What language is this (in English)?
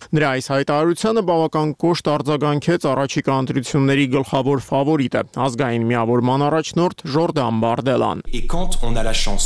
Armenian